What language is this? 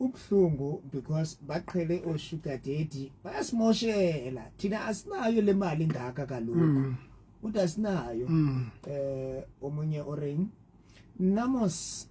Southern Sotho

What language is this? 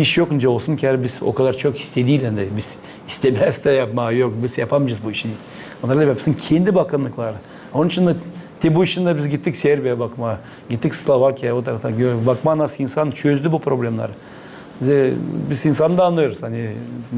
Gagauz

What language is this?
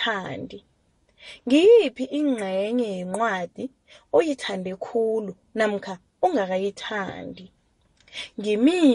South Ndebele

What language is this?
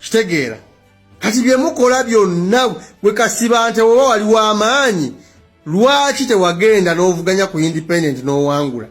Ganda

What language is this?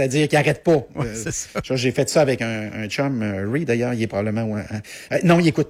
French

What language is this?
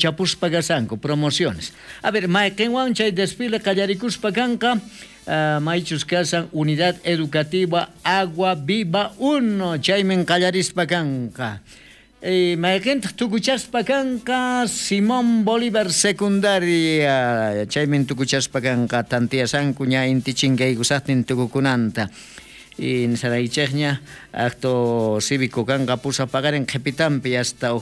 South Bolivian Quechua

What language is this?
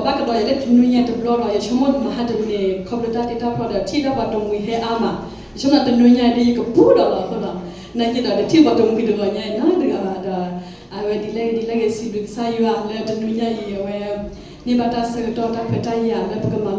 S'gaw Karen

